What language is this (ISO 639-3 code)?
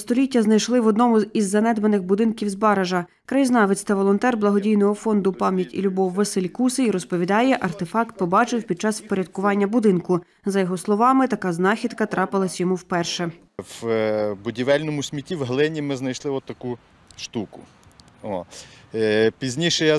ukr